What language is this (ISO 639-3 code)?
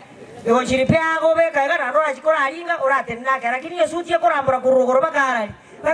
guz